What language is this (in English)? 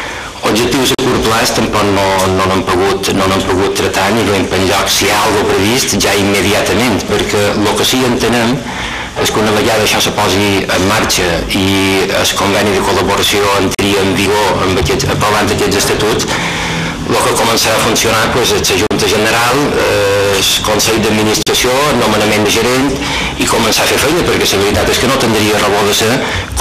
Catalan